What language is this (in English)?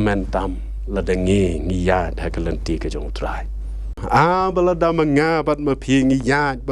Khasi